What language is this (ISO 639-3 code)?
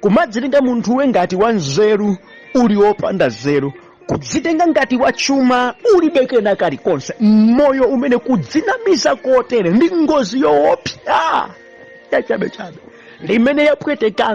nya